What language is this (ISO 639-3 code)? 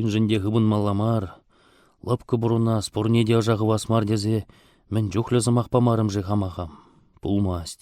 chv